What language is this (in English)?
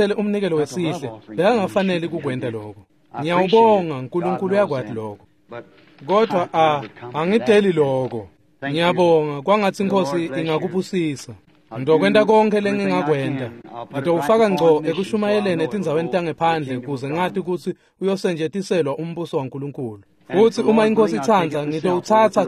Swati